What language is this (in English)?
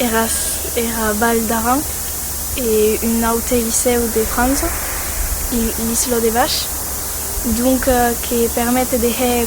Occitan